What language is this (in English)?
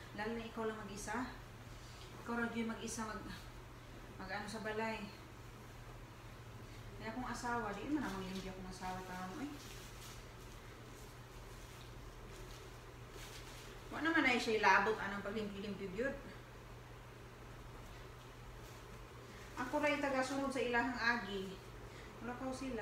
Filipino